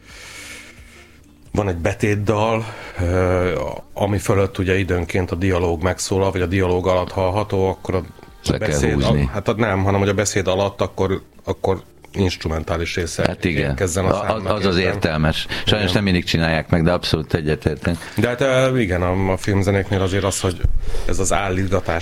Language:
Hungarian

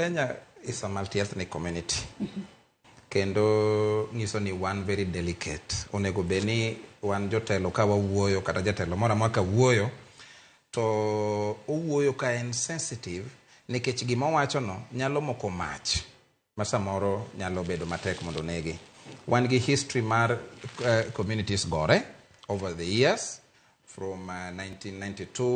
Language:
Luo (Kenya and Tanzania)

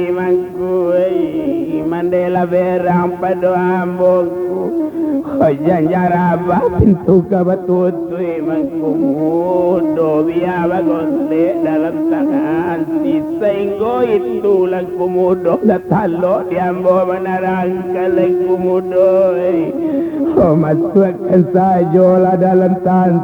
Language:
Minangkabau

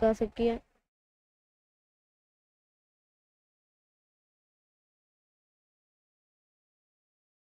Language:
Hindi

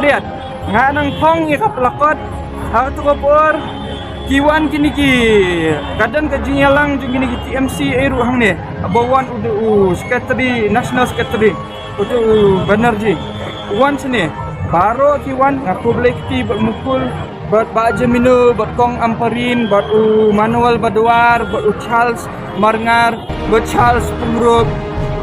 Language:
Khasi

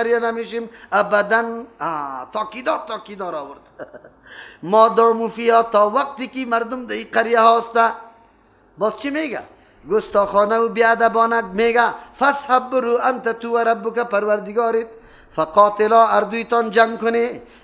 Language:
Persian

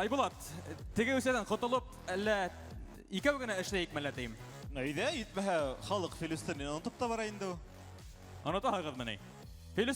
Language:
Bashkir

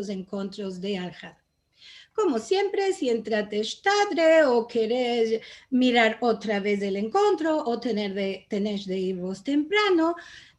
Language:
Ladino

